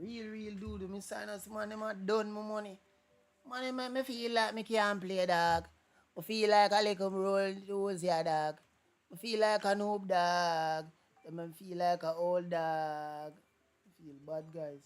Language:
Jamaican Creole English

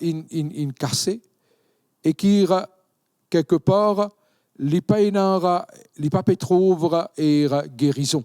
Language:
Morisyen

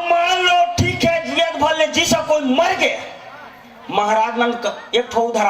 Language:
Chhattisgarhi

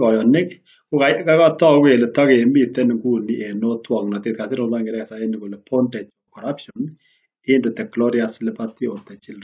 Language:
Kalenjin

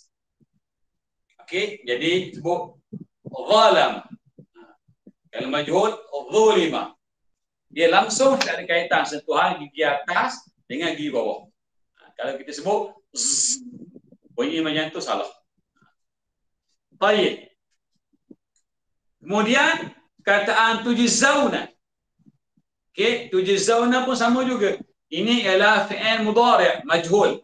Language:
Malay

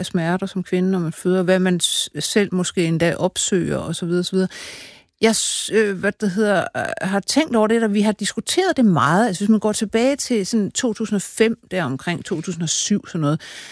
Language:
Danish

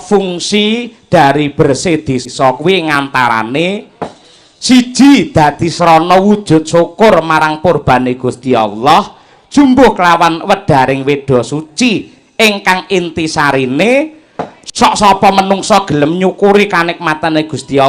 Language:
Javanese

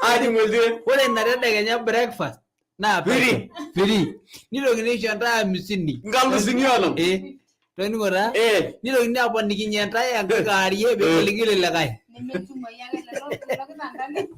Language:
Masai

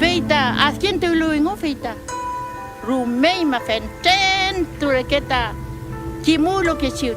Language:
Mapuche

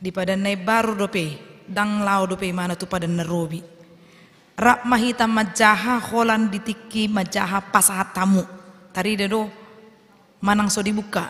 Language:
Batak Toba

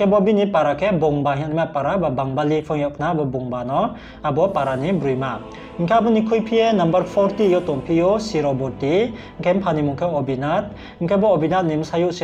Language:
Riang (India)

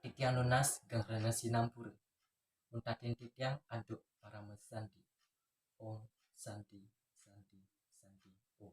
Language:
Balinese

